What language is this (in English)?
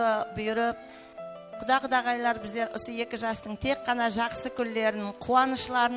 Kara-Kalpak